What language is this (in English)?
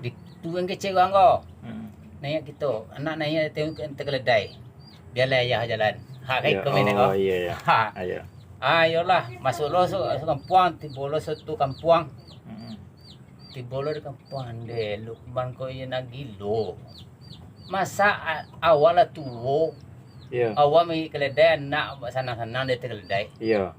Minangkabau